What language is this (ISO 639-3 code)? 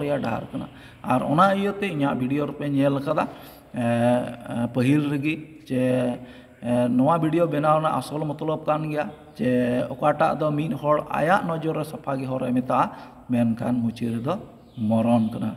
sat